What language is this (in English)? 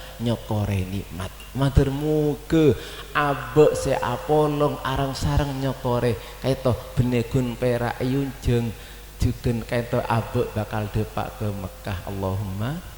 Madurese